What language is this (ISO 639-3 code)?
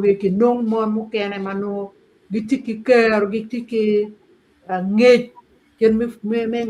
ach